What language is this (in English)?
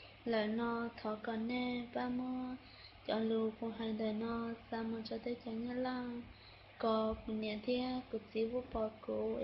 Hmong